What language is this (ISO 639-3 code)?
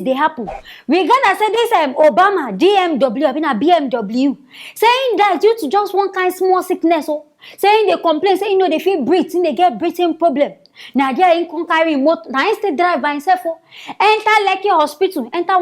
pcm